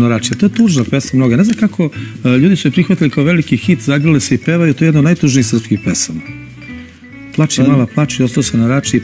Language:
Serbian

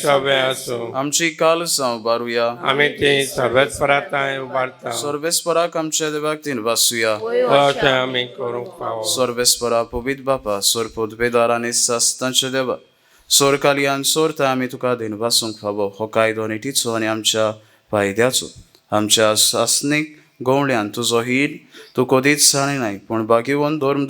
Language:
Konkani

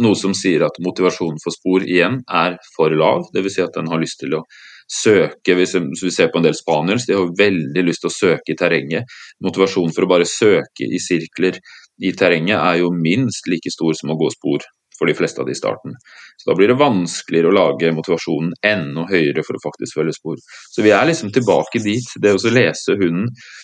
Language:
Norwegian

